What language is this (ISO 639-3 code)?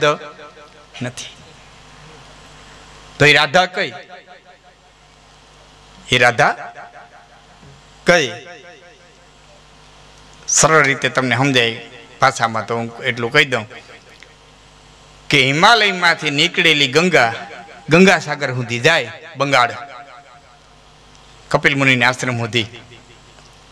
guj